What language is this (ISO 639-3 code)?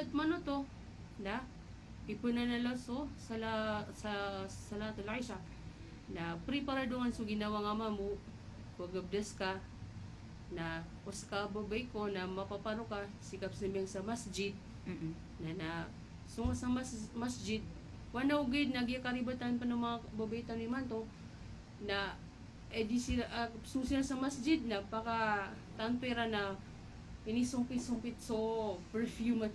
mrw